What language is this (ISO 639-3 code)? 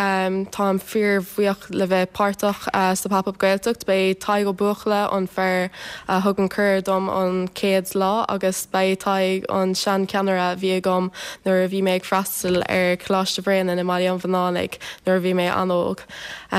gle